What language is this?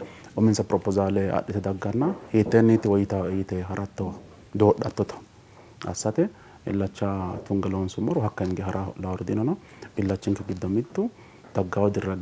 Sidamo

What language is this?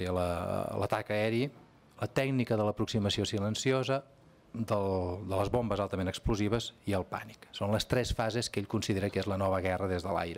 Catalan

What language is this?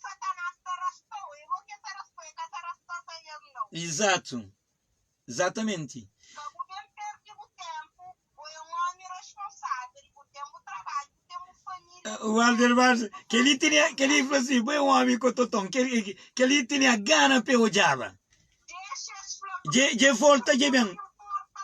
Kabuverdianu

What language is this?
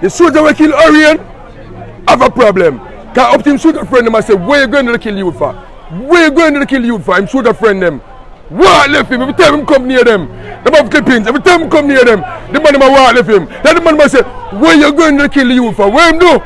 Jamaican Creole English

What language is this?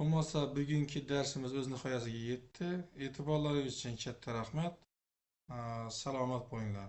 Uzbek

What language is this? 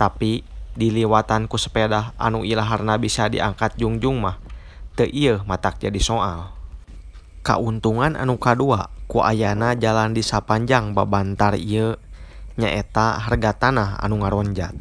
Sundanese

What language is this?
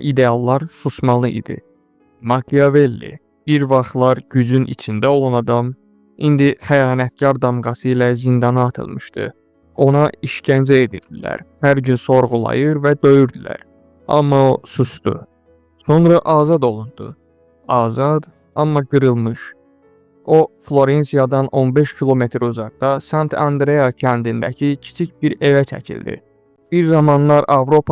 Azerbaijani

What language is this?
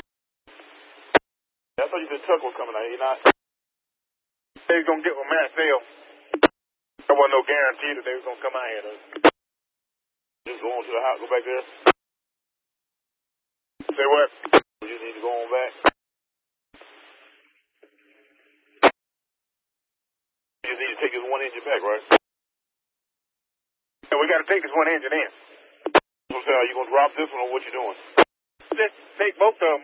English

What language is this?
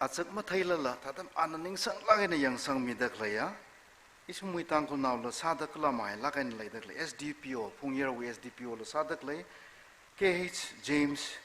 Tangkhul Naga (India)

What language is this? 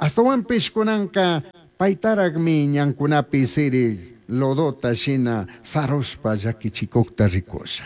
Chimborazo Highland Quichua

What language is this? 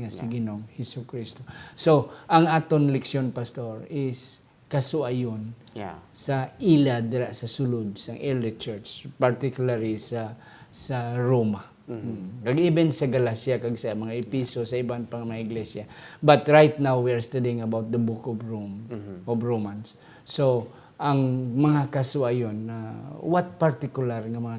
Hiligaynon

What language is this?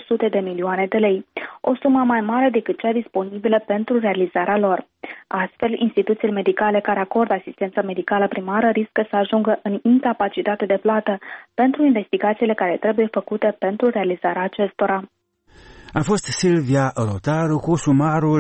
Romanian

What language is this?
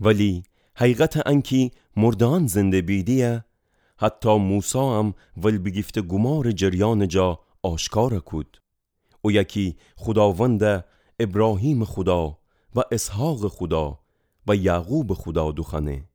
Gilaki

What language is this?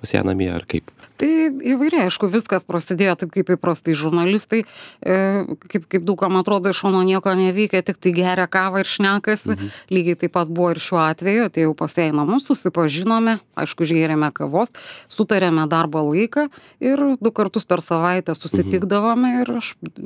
Lithuanian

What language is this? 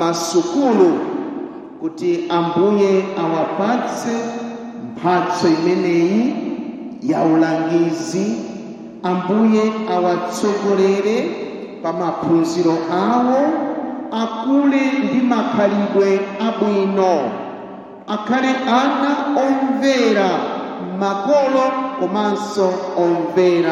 Nyanja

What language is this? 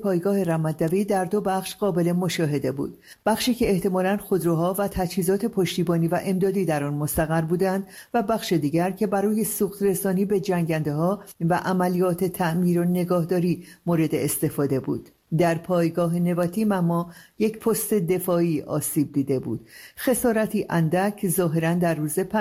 Persian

